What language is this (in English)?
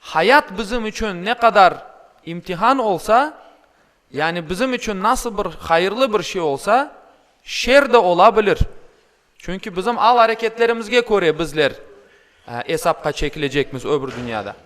Crimean Tatar